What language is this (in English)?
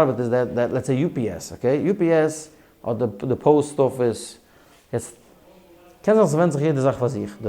Yiddish